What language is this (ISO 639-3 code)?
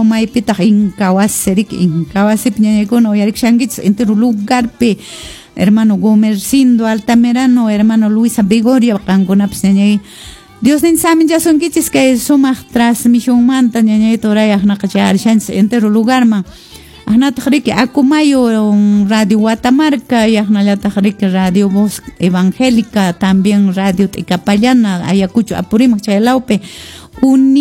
que